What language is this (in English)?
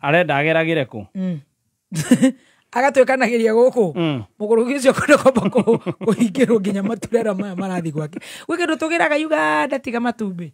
Kikuyu